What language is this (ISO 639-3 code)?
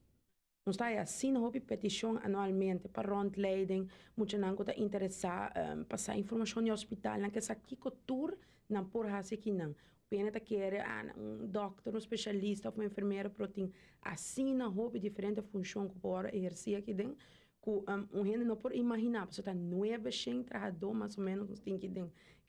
pap